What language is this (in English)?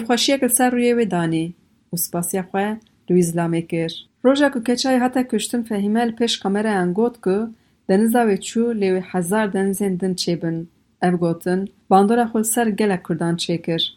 Kurdish